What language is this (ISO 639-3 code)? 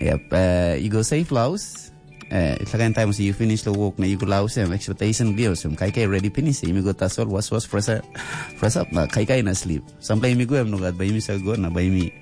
tpi